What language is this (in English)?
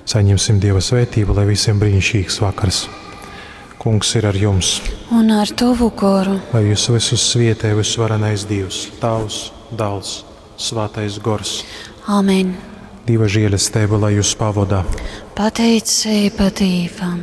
Latgalian